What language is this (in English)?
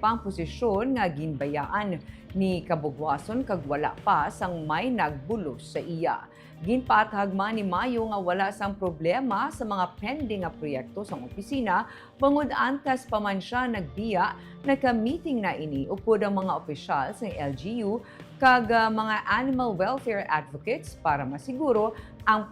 Hiligaynon